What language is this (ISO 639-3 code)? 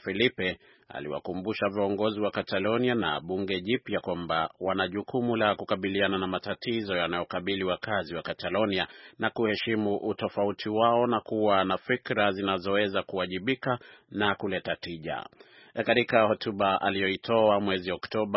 swa